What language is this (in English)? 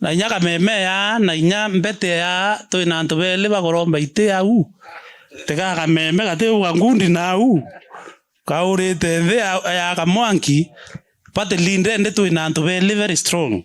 Meru